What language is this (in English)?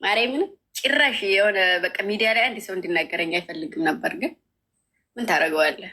Amharic